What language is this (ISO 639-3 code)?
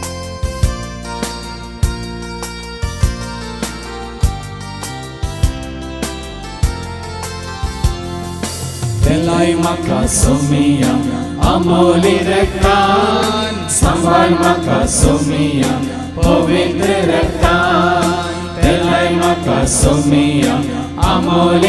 kok